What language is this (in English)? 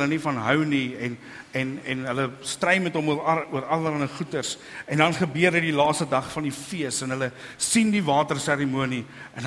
Afrikaans